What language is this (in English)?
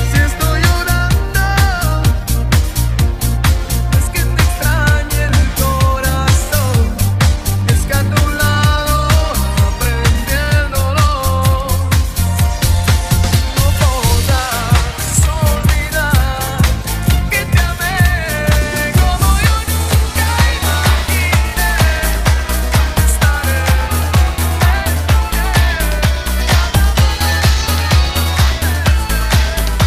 Spanish